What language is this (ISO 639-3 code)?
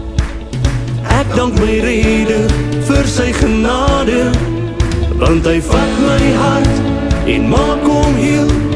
afr